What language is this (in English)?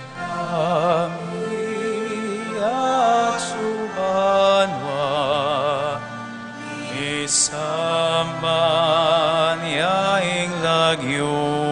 Pampanga